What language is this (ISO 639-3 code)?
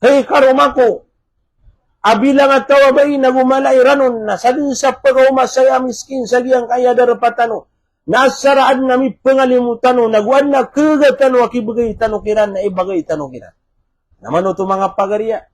mrw